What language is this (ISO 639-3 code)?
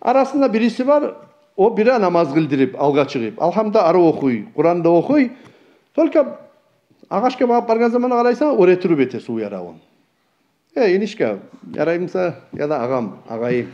kum